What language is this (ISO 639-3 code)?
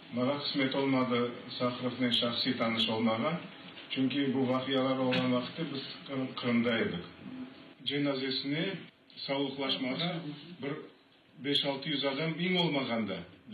crh